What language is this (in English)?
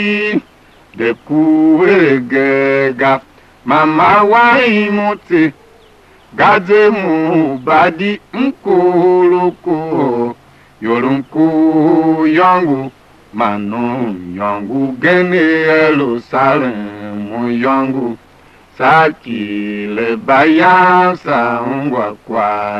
Tiv